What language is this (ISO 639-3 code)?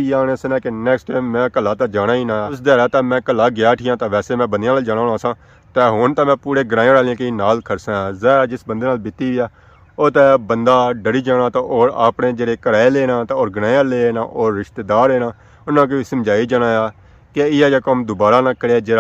phr